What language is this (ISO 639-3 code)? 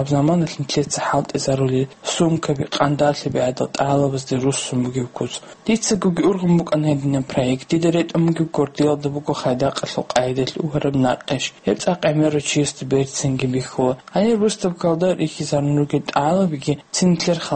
ava